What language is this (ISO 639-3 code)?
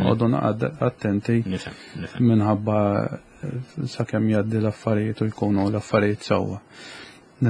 mlt